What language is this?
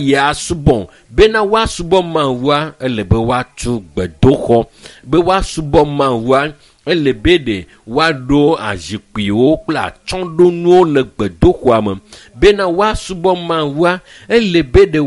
Ewe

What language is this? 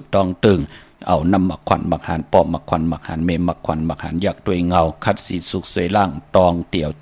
Shan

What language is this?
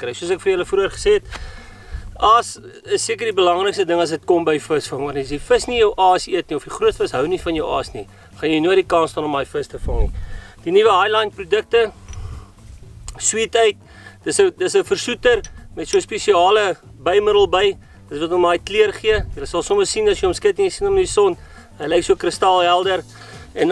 Afrikaans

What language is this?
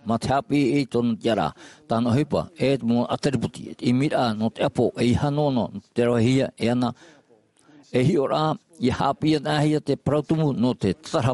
Tahitian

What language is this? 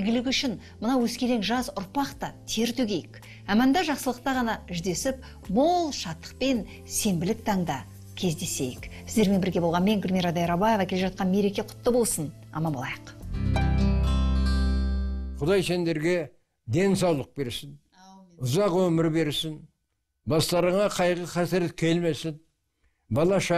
Kazakh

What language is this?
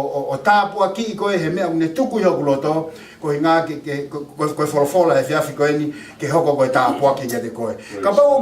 Tongan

